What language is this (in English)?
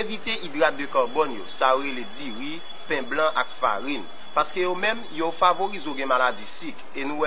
Haitian Creole